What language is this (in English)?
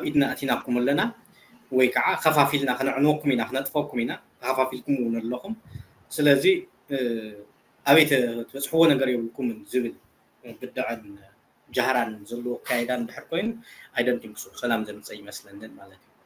Tigrinya